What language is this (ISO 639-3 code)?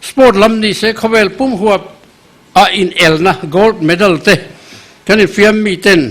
lus